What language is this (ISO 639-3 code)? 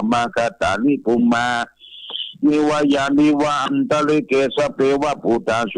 pli